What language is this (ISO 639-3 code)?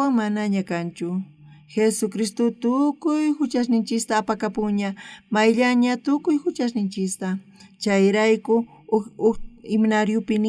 quh